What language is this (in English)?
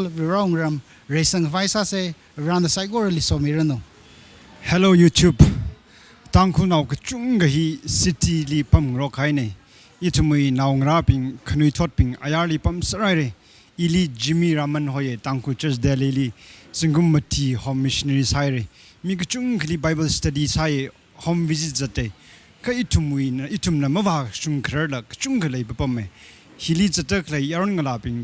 Tangkhul Naga (India)